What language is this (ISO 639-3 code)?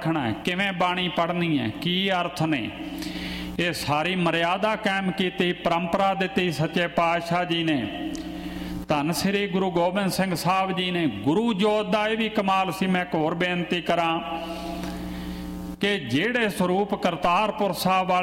pan